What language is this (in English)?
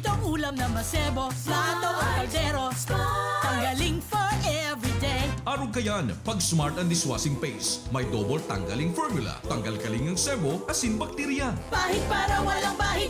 Bikol